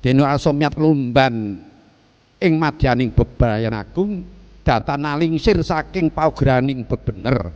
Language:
Javanese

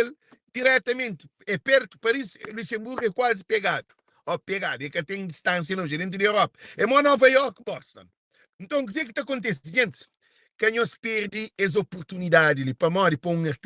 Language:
Kabuverdianu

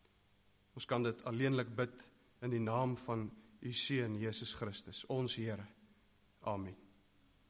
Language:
Afrikaans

